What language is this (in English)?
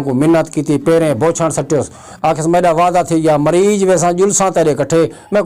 Saraiki